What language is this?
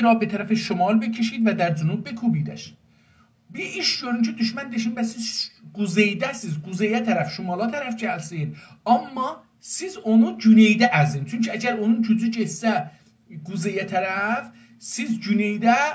South Azerbaijani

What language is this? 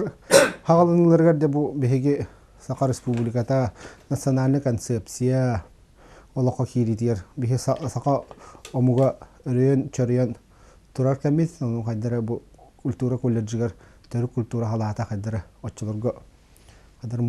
Yakut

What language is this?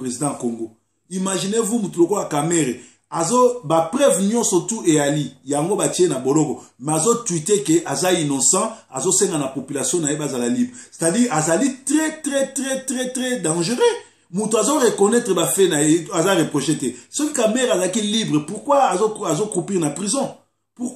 Lingala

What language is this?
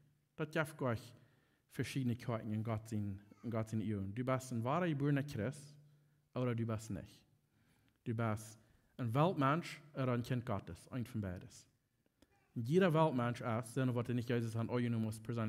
Plautdietsch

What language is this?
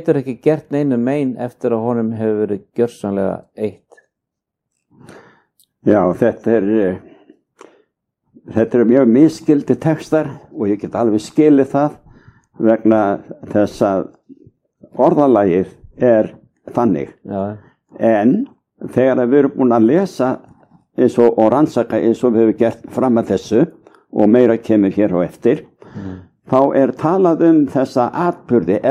Icelandic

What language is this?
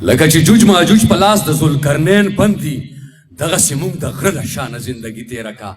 Pashto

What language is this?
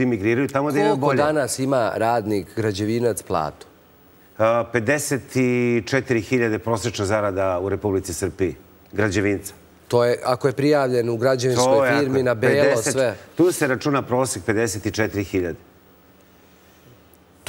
Serbian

